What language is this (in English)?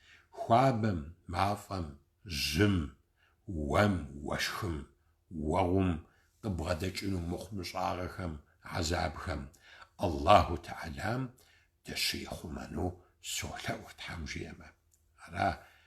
Kabardian